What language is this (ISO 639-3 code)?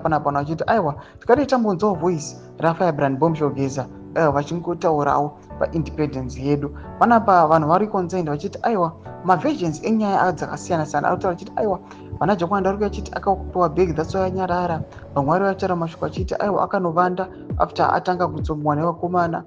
sna